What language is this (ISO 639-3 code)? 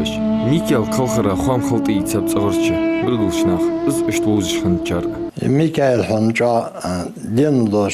inh